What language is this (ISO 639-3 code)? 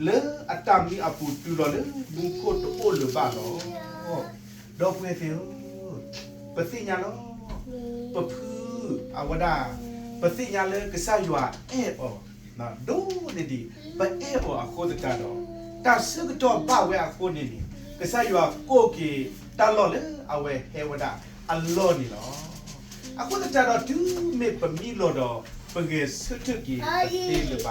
ksw